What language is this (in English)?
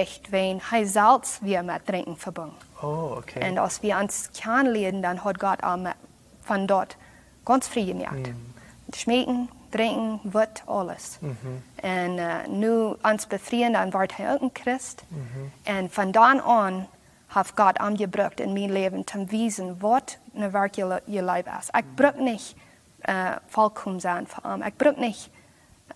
Plautdietsch